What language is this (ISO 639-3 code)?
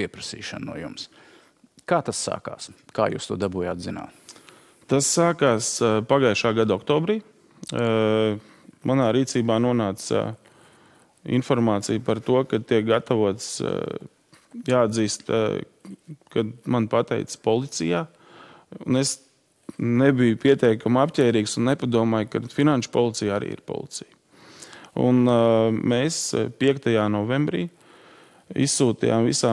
lav